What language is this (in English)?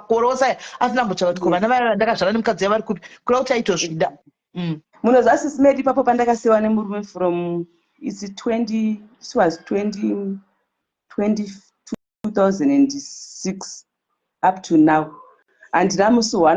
Shona